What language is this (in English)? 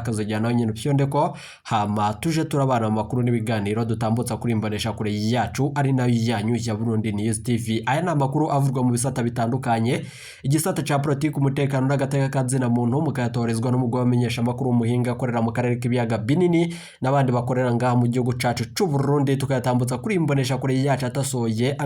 Rundi